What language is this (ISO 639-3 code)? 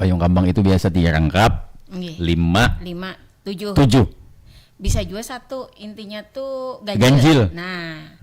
bjn